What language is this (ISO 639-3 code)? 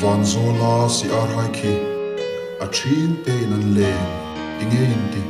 hmr